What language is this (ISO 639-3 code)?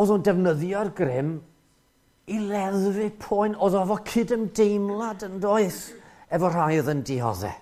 cym